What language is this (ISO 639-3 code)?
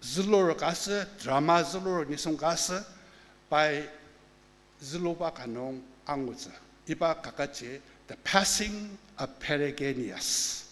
njo